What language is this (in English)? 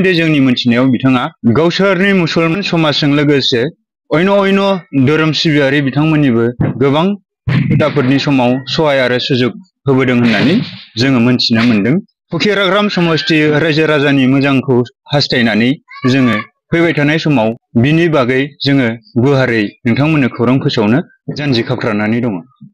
Bodo